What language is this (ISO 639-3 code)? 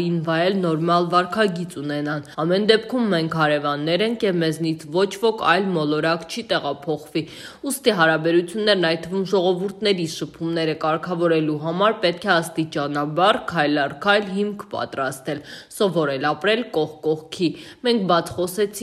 hye